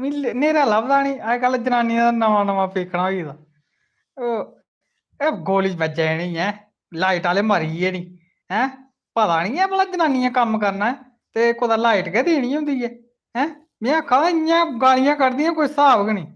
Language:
Dogri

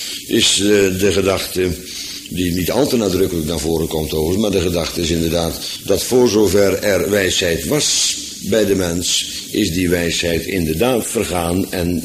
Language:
Dutch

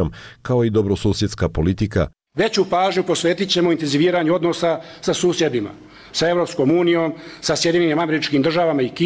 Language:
Bosnian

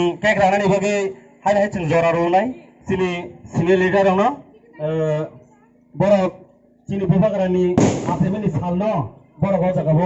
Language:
Kok Borok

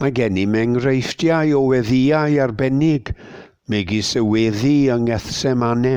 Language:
Welsh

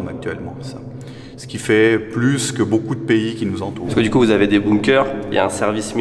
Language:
French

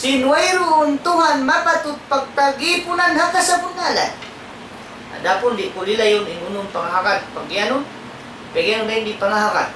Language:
Tausug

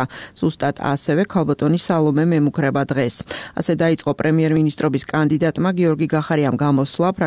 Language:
Georgian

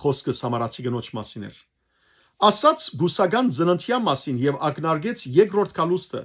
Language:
Western Armenian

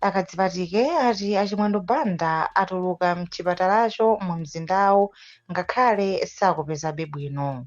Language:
Nyanja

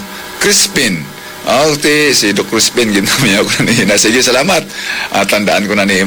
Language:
Hiligaynon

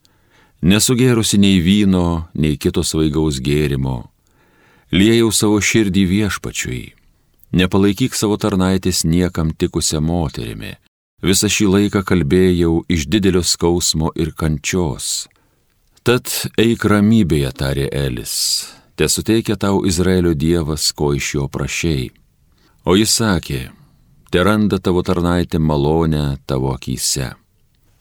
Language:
Lithuanian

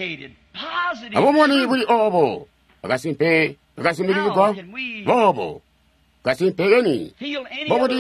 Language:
Tonga (Zambia)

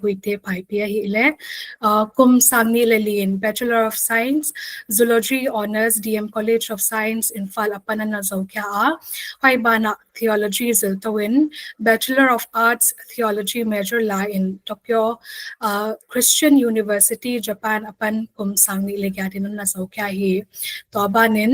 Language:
Paite Chin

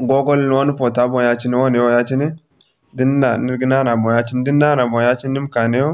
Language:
Zarma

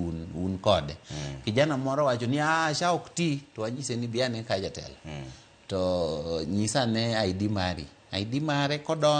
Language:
Luo (Kenya and Tanzania)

